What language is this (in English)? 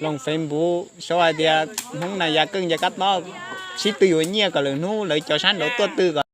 Hmong